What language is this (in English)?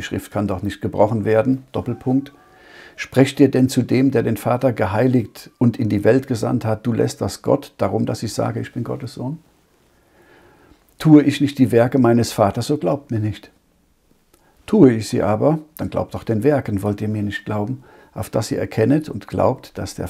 German